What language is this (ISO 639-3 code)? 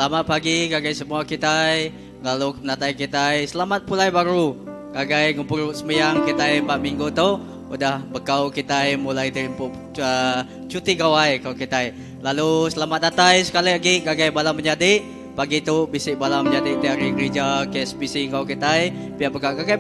iba